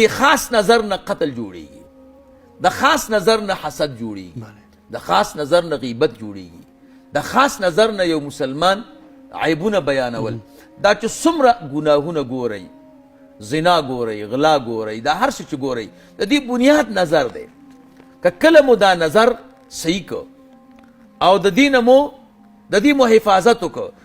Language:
Pashto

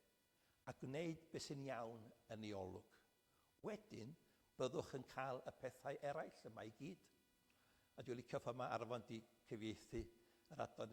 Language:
Welsh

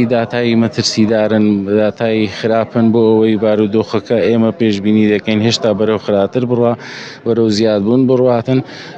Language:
Central Kurdish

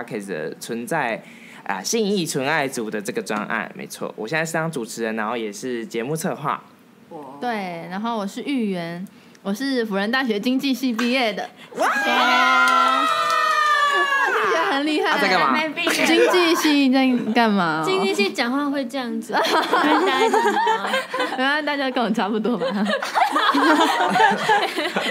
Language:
Chinese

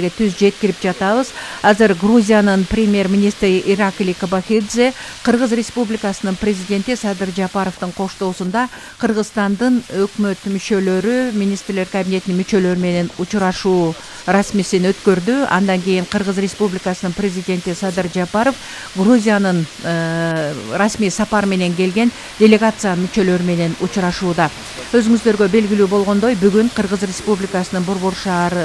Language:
Kyrgyz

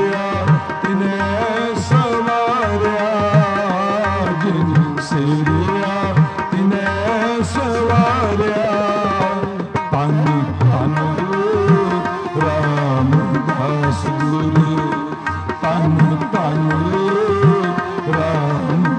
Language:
Punjabi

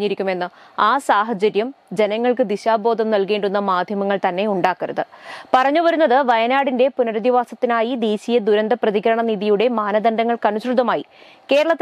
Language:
Malayalam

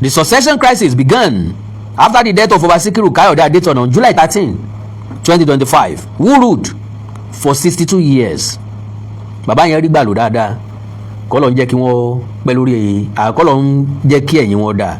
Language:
Yoruba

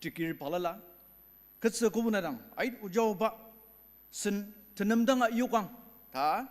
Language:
Ao Naga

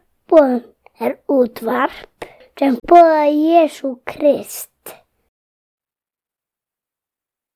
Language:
Icelandic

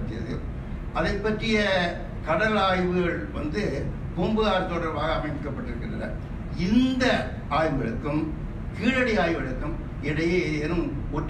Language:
Tamil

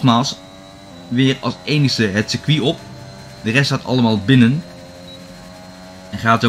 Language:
Dutch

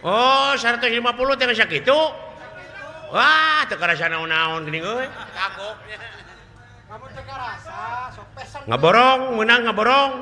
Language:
Sundanese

